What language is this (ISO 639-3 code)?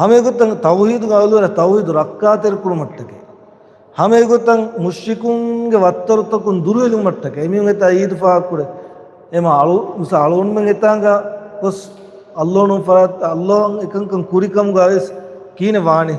div